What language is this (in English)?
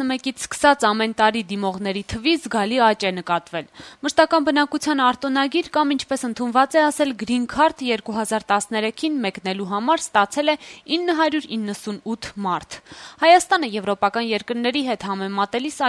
Armenian